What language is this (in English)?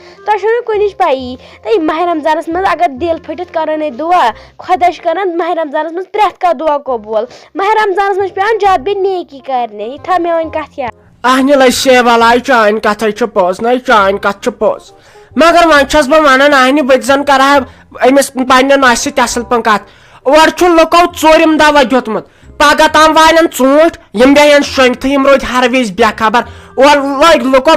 Kashmiri